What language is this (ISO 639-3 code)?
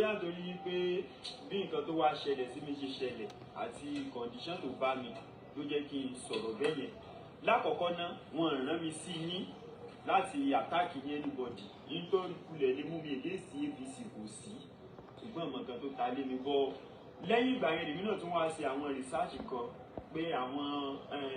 yor